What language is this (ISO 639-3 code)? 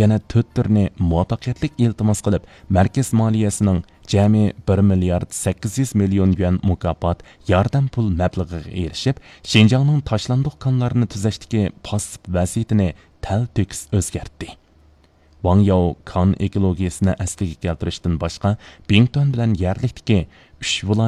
uig